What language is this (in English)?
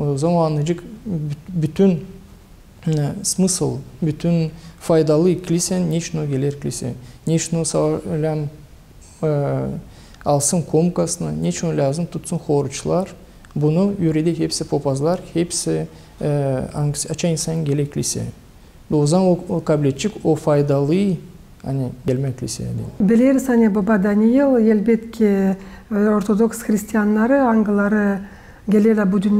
Gagauz